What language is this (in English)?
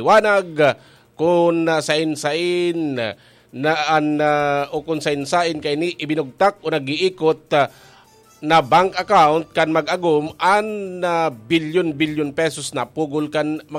Bikol